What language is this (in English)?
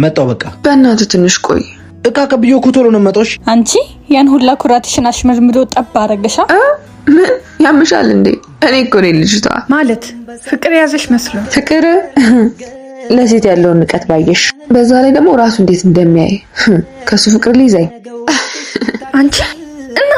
Amharic